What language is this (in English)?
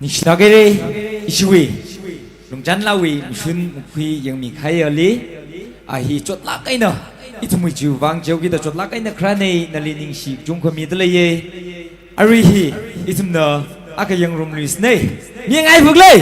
Tangkhul Naga (India)